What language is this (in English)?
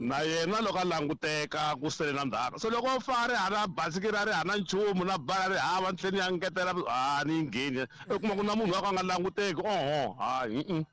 Tsonga